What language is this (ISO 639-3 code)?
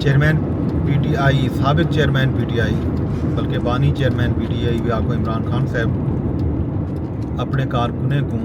skr